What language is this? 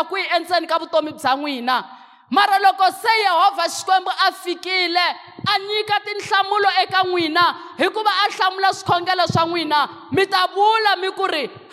Tsonga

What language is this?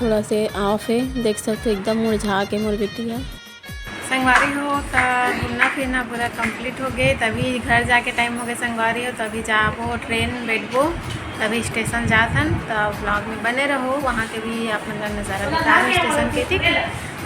Chhattisgarhi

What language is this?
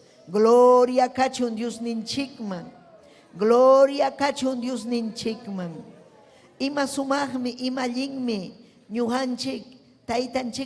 Ayacucho Quechua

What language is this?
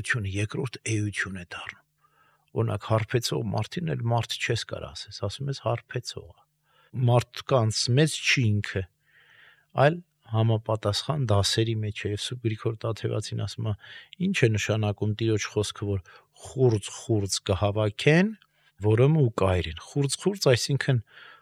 Armenian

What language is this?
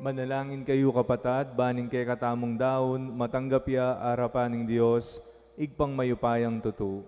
Pampanga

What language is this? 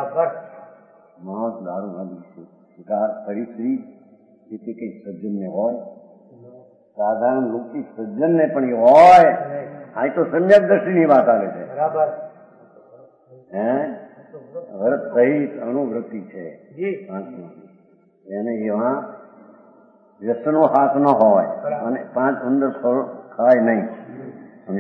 Gujarati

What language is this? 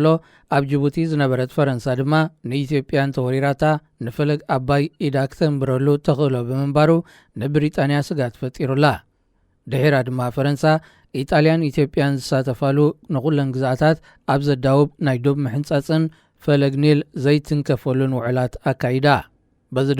Tigrinya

